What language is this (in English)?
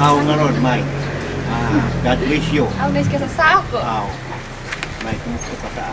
Kankanaey